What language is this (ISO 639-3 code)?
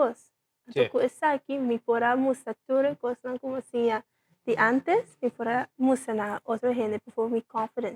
pap